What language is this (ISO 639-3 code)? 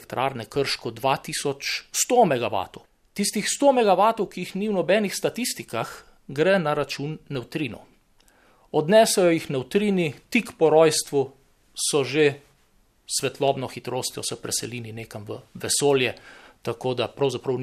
slv